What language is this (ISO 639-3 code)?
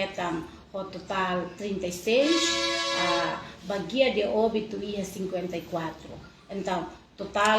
tet